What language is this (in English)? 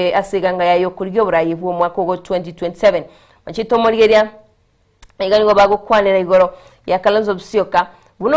Gusii